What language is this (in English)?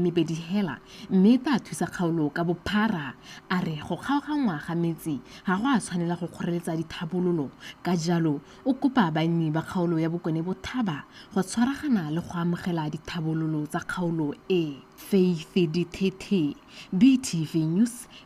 Tswana